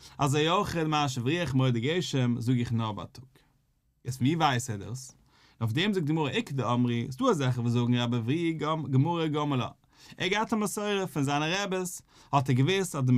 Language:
Yiddish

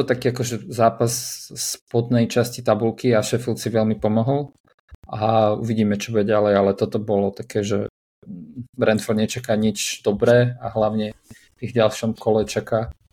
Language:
Slovak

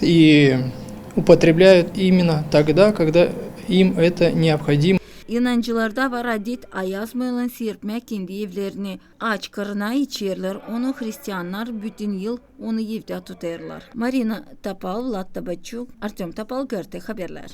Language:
Gagauz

